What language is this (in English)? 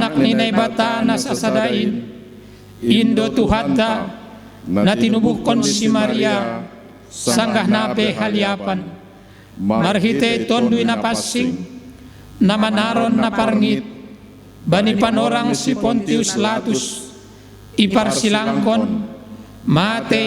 Batak Simalungun